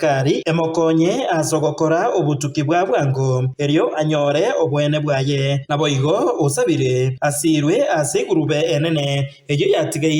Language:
Gusii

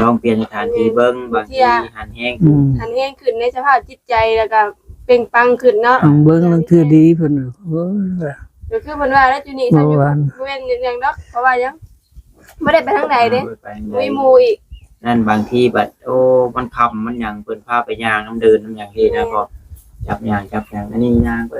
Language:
Northeastern Thai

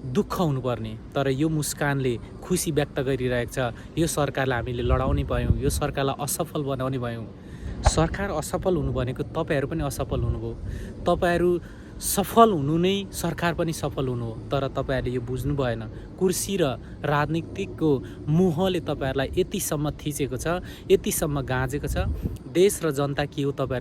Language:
Nepali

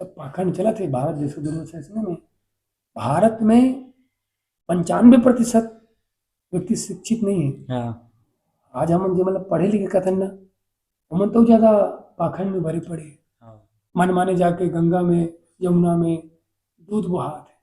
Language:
Chhattisgarhi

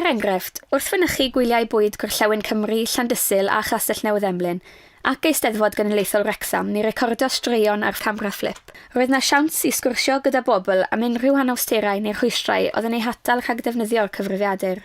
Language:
Welsh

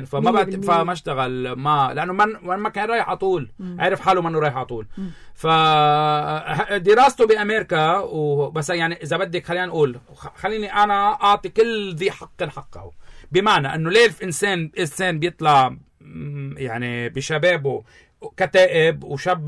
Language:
North Levantine Arabic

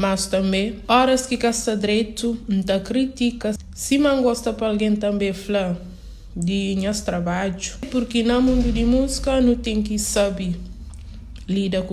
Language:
Kabuverdianu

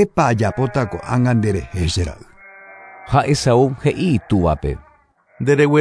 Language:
Guarani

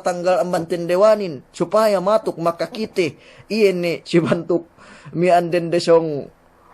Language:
Yakan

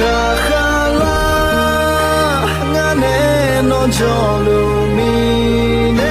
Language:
Akha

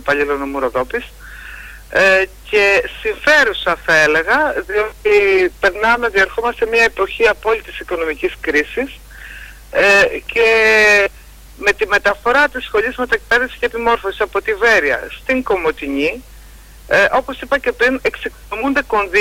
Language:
Greek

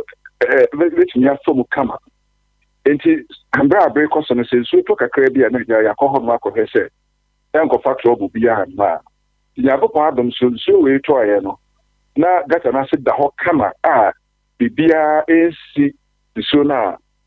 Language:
Akan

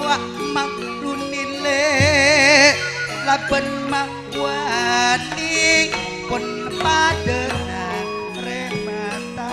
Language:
Madurese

